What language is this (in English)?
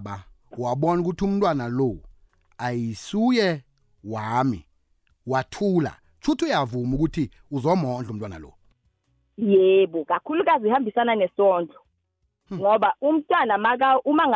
South Ndebele